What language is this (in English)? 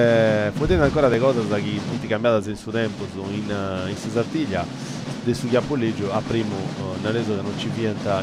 Sardinian